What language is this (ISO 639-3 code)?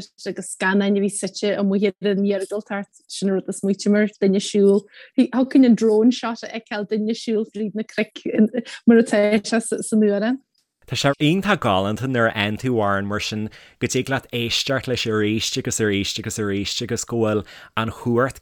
gle